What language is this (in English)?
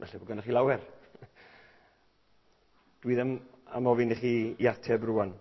Welsh